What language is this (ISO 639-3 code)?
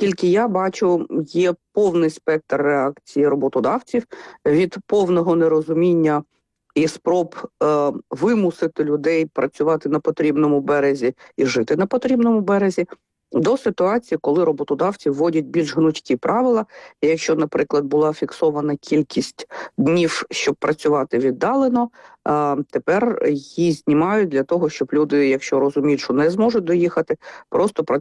ukr